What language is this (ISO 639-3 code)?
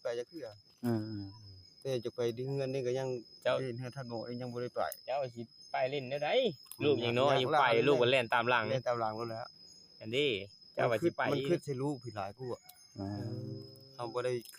tts